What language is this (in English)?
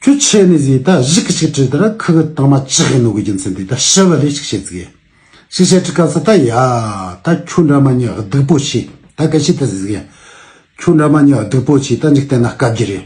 Tibetan